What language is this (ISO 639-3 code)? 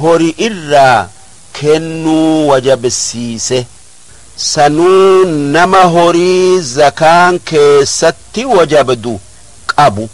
orm